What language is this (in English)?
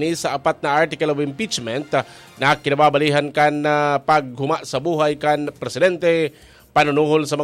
Bikol